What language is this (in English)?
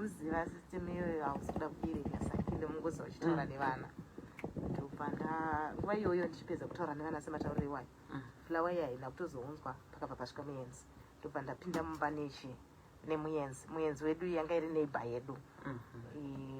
Shona